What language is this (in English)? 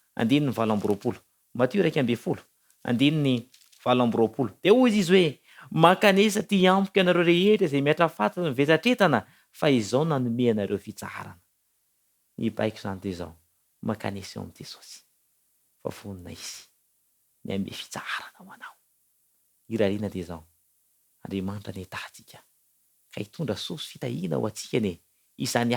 Malagasy